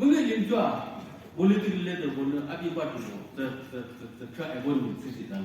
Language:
Naga Pidgin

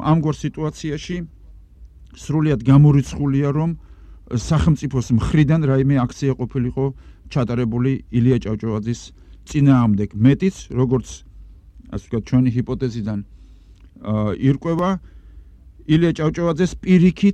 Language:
Georgian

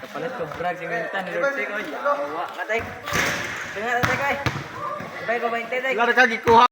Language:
Cebuano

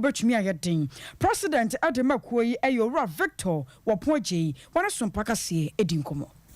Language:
Akan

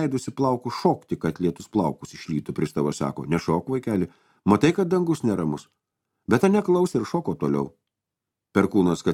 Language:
Lithuanian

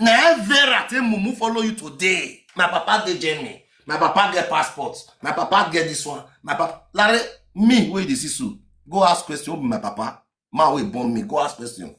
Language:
Nigerian Pidgin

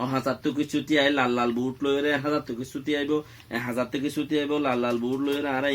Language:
Rohingya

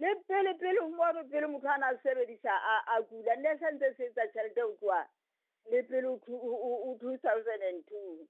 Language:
Southern Sotho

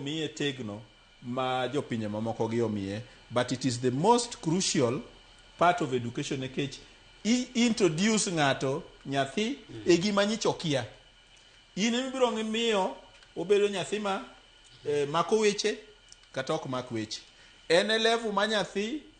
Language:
Luo (Kenya and Tanzania)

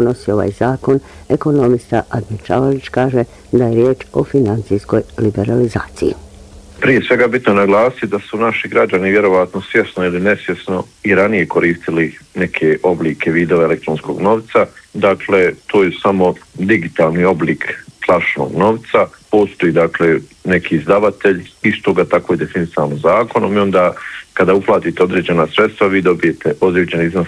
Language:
Bosnian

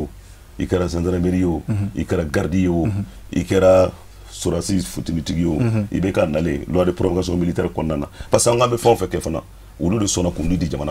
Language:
Bambara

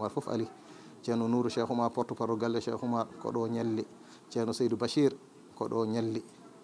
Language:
Fula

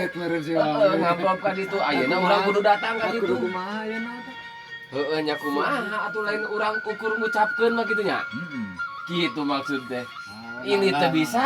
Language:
Sundanese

